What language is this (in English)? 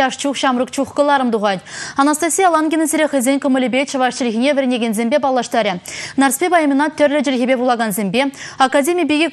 Chuvash